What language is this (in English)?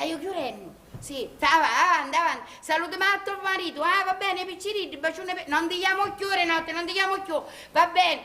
Sicilian